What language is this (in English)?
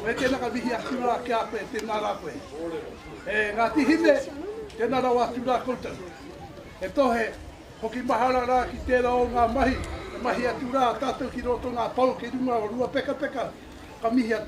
Māori